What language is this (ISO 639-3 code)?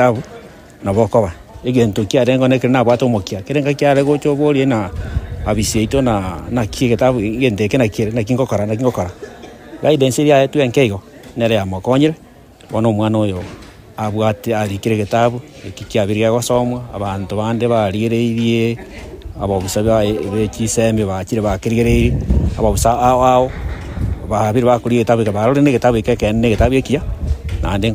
guz